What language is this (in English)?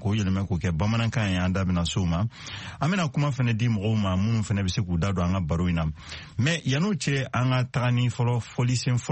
Bambara